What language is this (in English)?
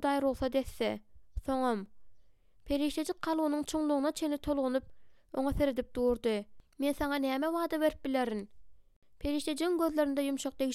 Turkmen